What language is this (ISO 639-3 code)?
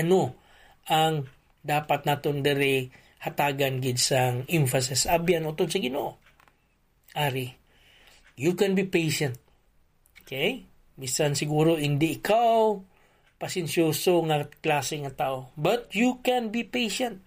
hil